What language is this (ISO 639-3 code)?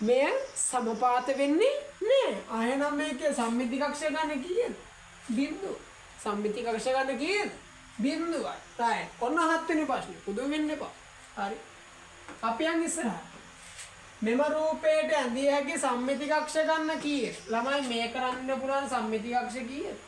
sin